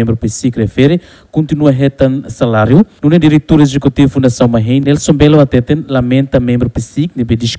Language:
Tetum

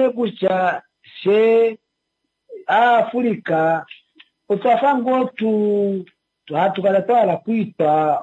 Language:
Kuanyama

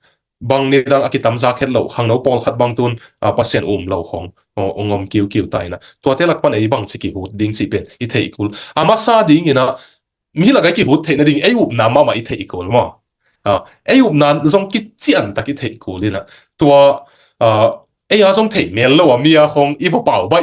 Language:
Tedim Chin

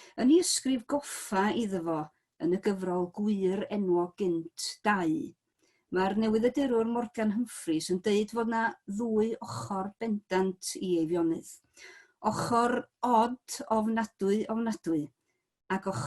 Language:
Welsh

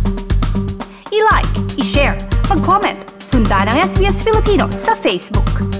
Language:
Filipino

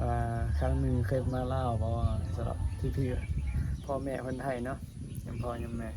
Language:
Northeastern Thai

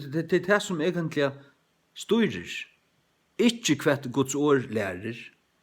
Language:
Faroese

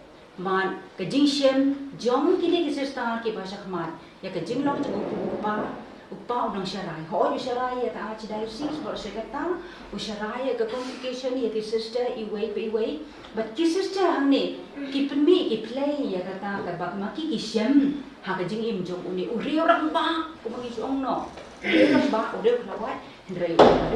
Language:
Khasi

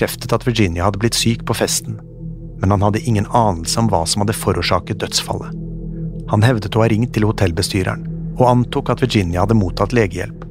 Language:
Norwegian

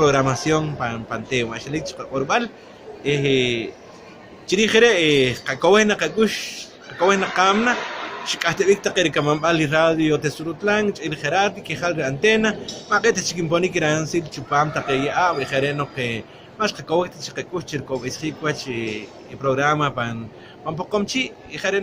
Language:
Poqomchi'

